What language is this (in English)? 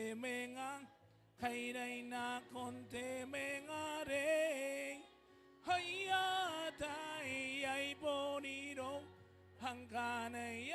Gilbertese